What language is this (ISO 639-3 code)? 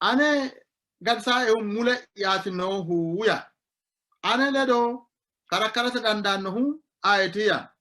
sid